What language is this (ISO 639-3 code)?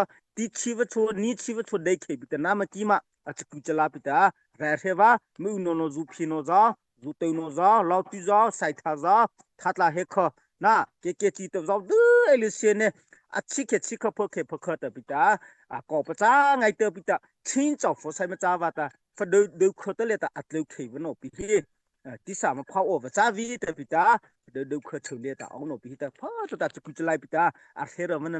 mrh